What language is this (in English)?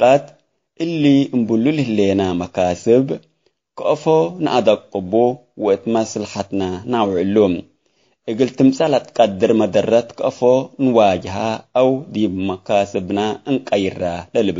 Tigre